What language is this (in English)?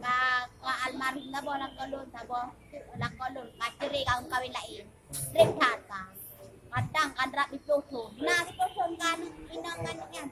Achinese